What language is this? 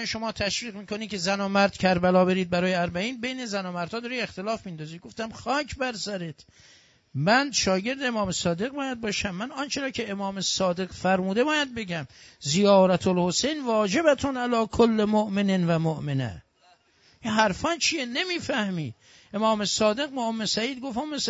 Persian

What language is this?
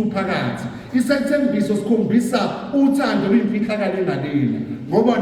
Zulu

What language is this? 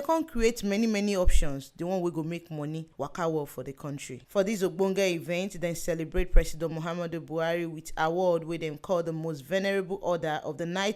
Nigerian Pidgin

